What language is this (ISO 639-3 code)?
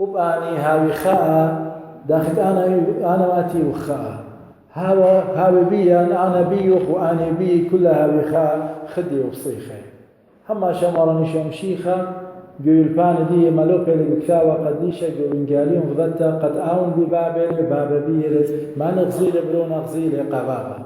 aii